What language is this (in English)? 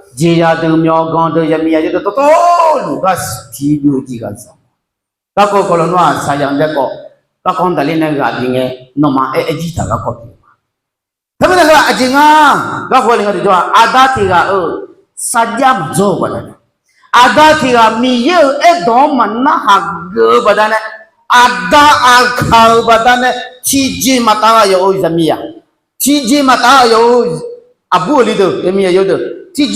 Akha